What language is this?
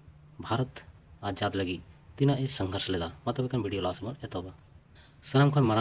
Santali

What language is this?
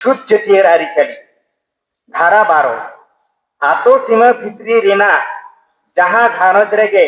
Santali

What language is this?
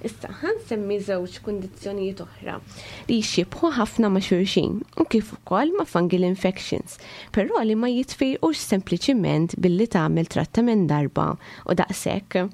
Maltese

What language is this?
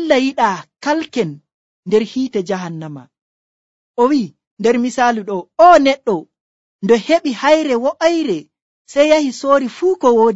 Nigerian Fulfulde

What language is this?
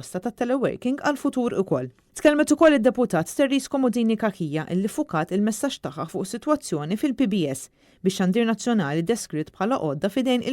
Maltese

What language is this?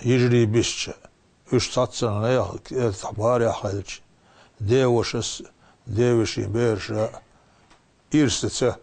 Chechen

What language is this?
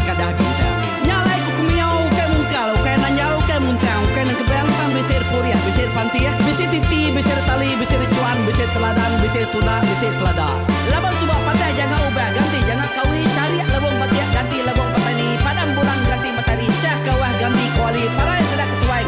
Iban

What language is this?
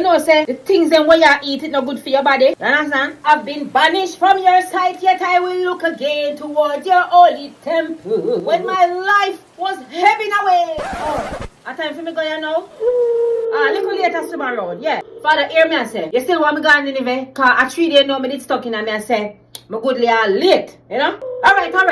Jamaican Creole English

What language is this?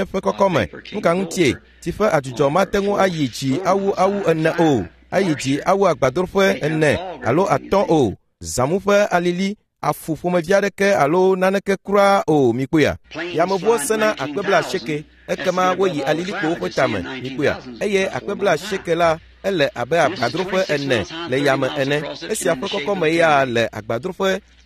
Ewe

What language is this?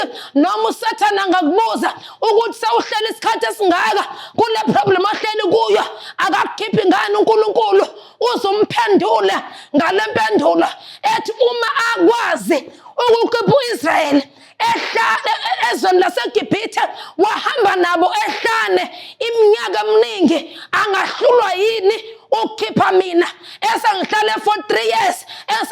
Zulu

